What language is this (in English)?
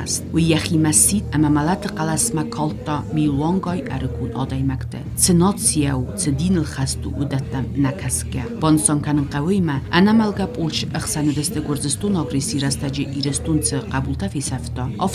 Ossetic